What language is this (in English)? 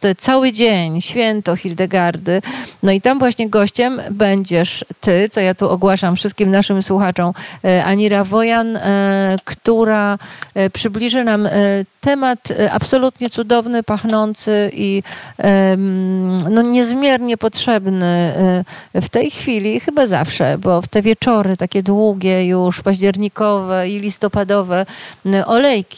Polish